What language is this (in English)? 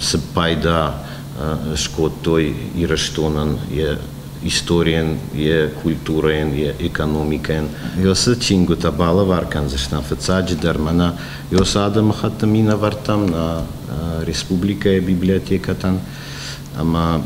Ossetic